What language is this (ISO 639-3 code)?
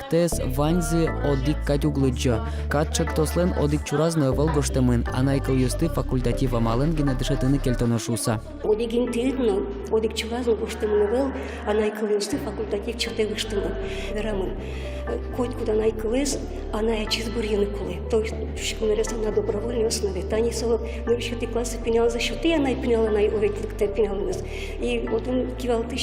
udm